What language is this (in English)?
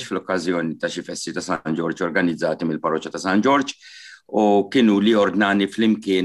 Maltese